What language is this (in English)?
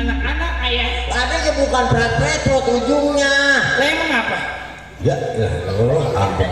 Betawi